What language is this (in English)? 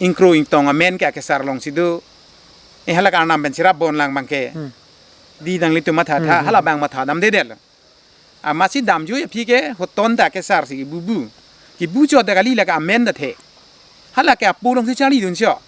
Karbi